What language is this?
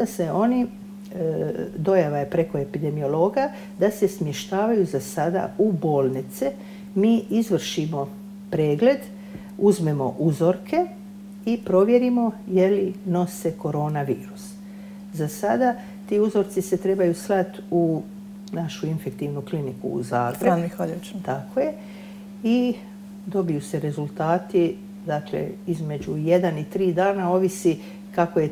Croatian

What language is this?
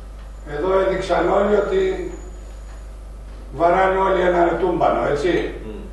Greek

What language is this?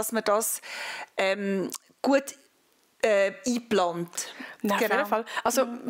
Swiss German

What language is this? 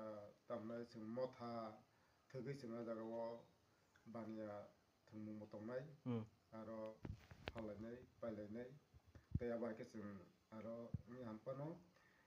Kok Borok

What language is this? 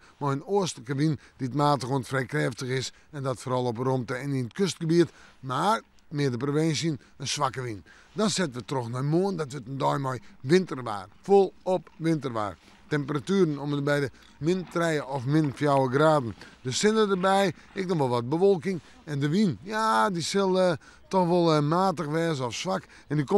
Western Frisian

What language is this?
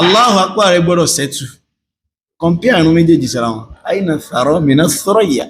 Yoruba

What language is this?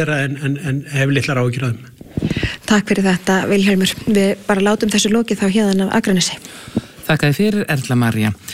Icelandic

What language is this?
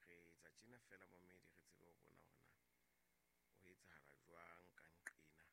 Southern Sotho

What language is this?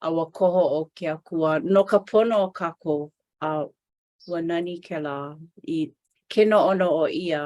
Hawaiian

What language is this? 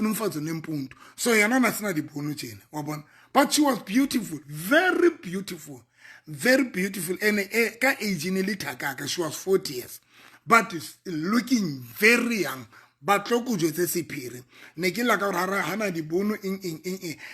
Southern Sotho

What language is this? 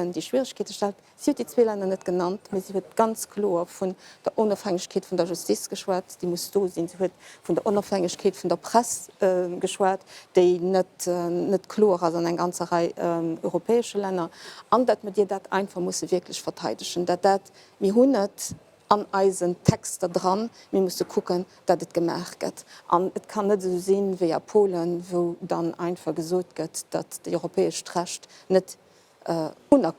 Luxembourgish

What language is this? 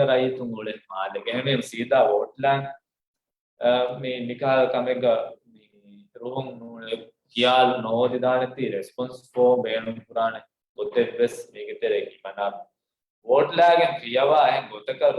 Divehi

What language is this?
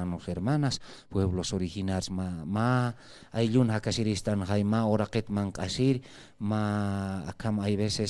Aymara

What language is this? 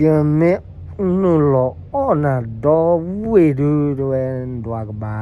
S'gaw Karen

